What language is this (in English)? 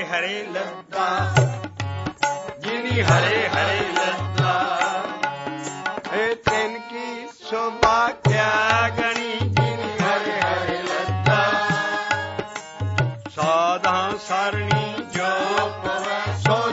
Punjabi